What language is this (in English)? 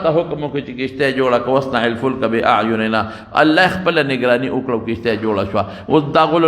Pashto